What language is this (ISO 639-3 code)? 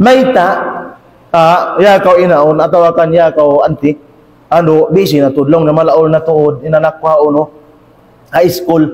tsg